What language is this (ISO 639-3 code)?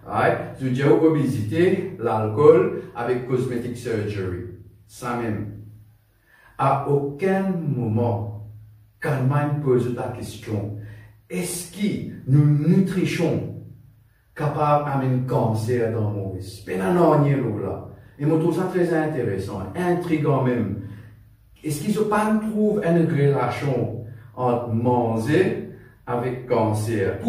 mfe